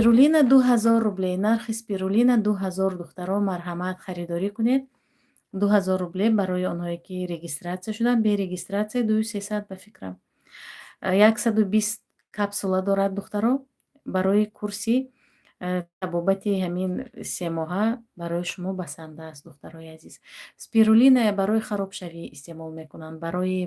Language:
Tajik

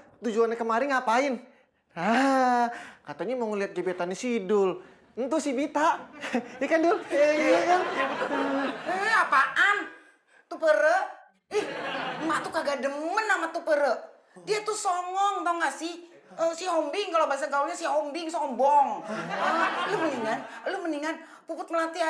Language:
Betawi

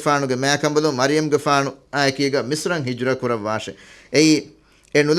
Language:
Divehi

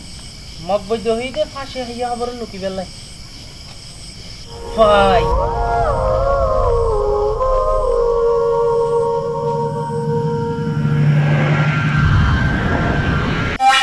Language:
Bangla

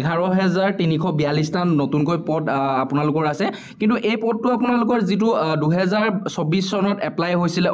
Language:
Assamese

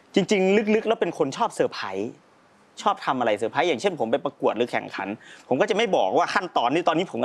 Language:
Thai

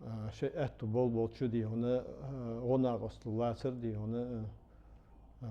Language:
Chechen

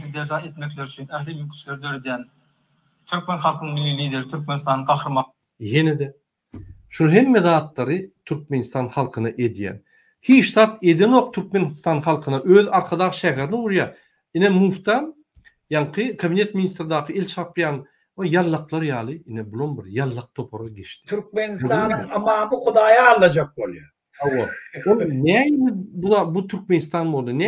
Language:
Turkmen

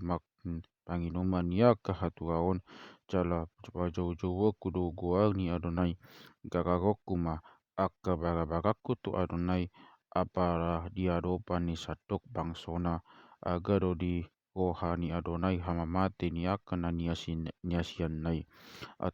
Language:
Batak Toba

